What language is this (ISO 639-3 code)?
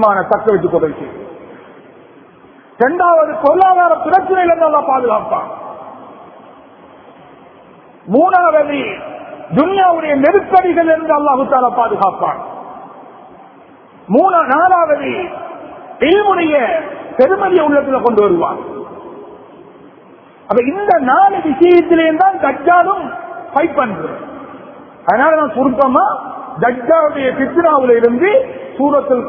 tam